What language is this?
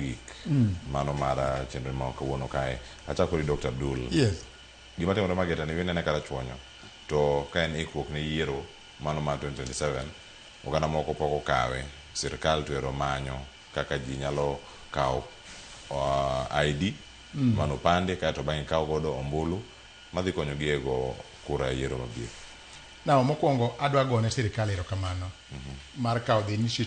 Luo (Kenya and Tanzania)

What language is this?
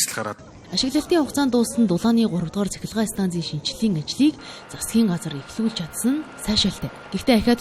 Mongolian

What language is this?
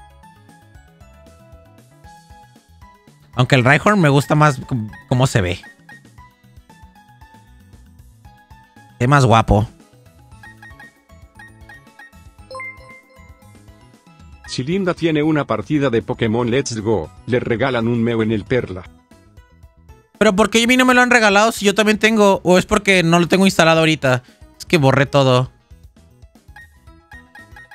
Spanish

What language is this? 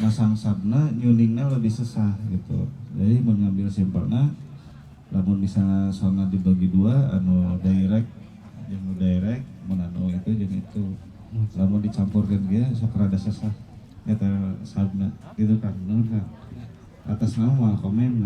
Sundanese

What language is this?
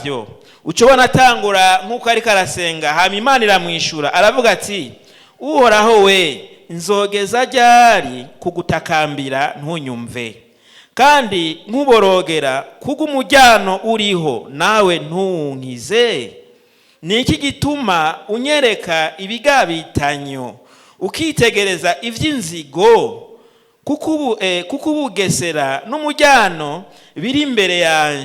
Rundi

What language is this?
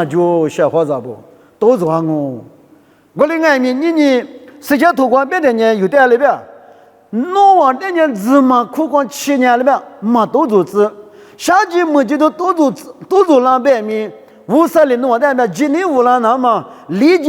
Lisu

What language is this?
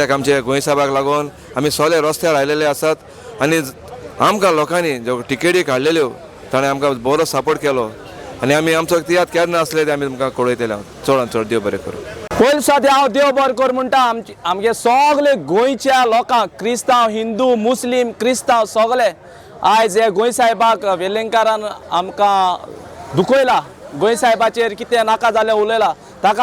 Konkani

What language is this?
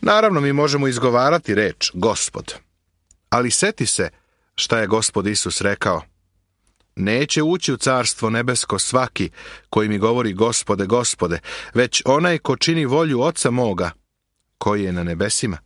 Serbian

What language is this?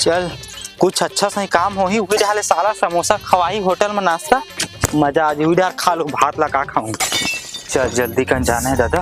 Chhattisgarhi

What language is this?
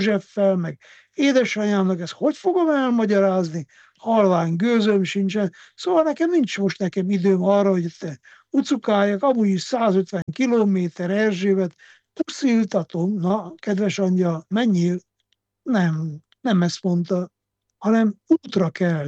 Hungarian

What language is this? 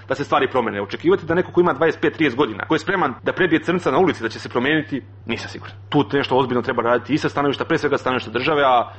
Serbian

